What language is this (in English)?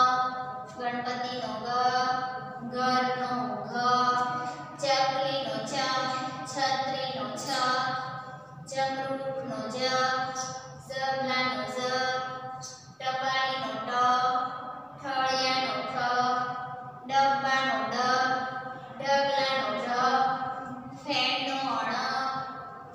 Gujarati